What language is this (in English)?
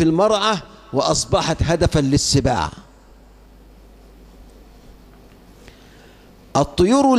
Arabic